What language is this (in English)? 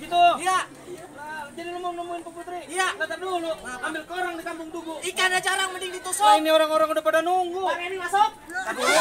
Betawi